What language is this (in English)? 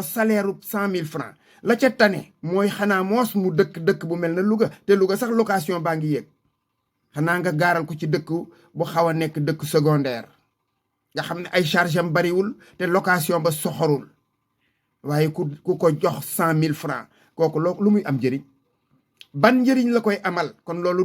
Wolof